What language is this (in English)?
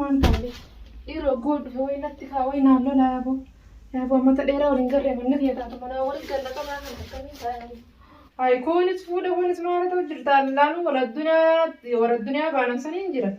Oromo